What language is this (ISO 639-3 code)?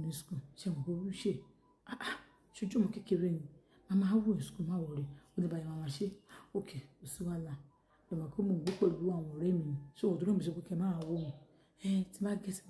yor